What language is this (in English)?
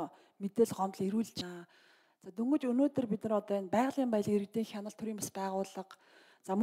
Mongolian